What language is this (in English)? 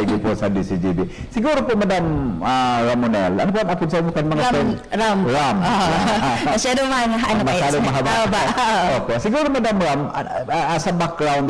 Bikol